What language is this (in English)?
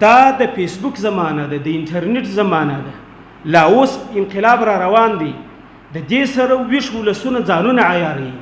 Pashto